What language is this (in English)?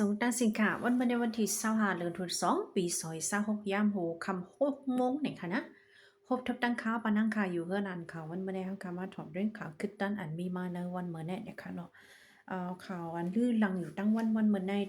Shan